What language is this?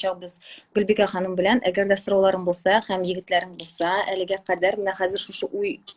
Tatar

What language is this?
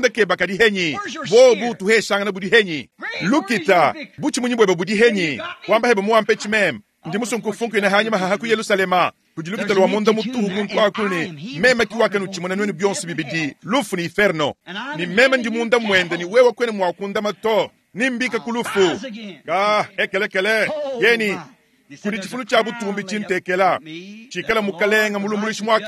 Luba-Lulua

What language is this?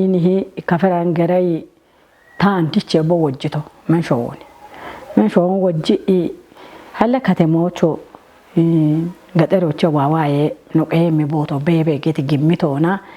Kafa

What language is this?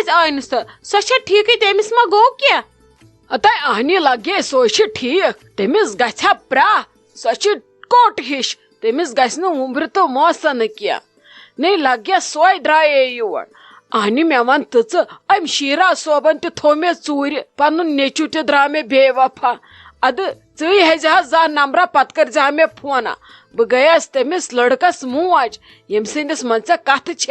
Kashmiri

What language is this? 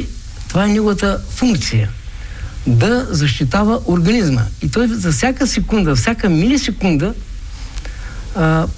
Bulgarian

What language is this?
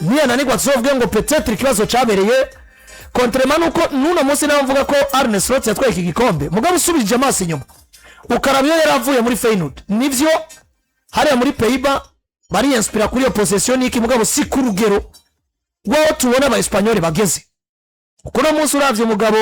Rundi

